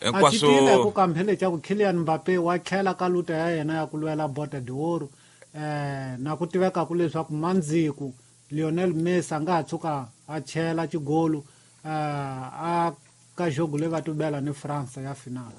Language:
Tsonga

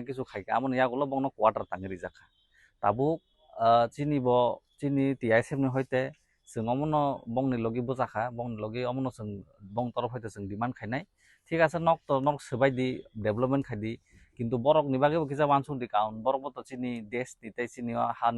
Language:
Kok Borok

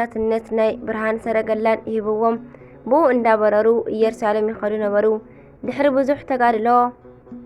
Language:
Tigrinya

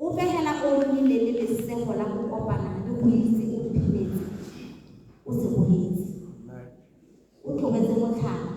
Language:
Tswana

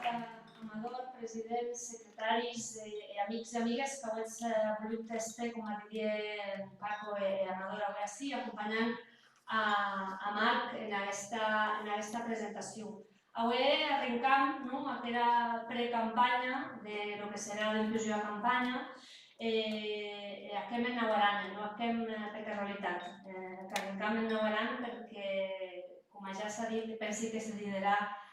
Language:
Occitan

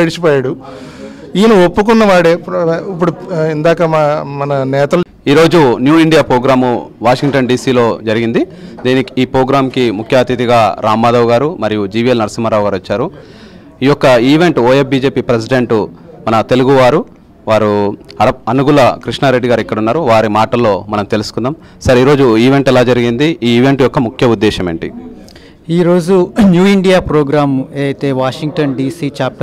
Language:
Telugu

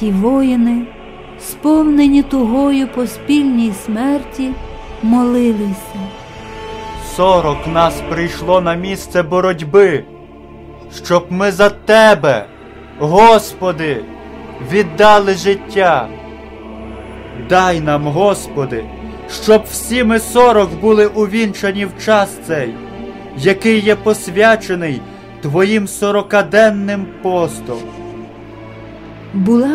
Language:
Ukrainian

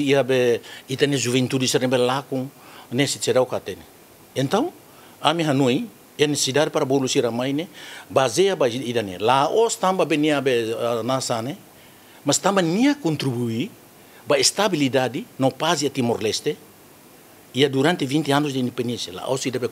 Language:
Tetum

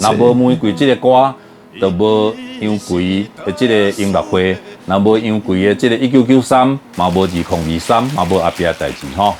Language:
Min Nan Chinese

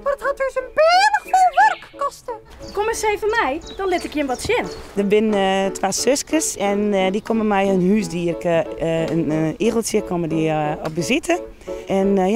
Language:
Western Frisian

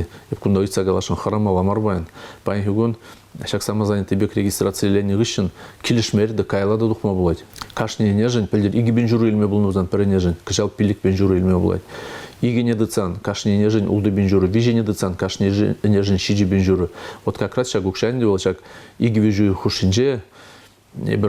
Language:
Chuvash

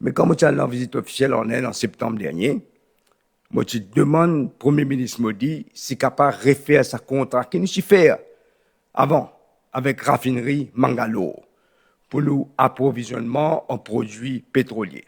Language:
Morisyen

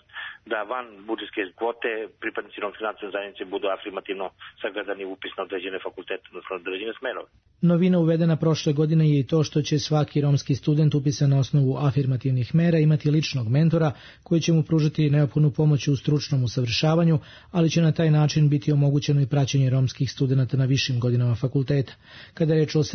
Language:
Serbian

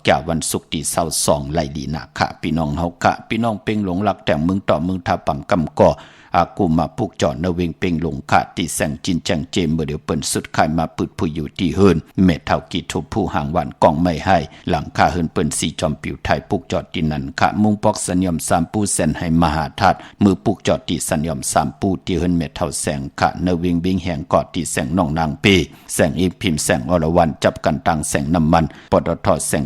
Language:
Shan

